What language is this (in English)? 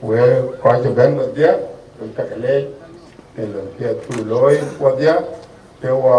Dinka